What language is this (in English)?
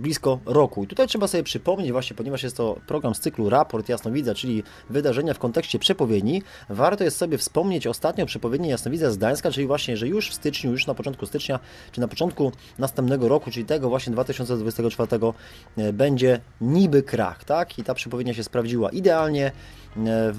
Polish